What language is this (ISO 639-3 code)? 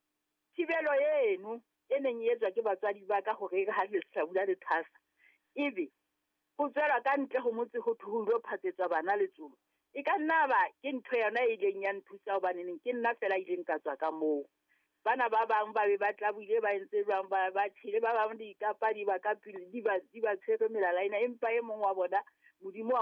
sot